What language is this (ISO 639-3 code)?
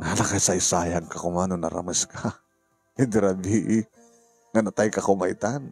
ilo